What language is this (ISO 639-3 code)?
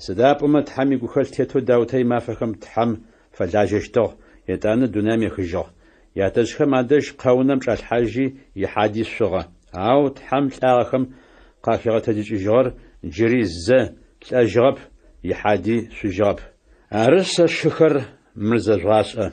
ady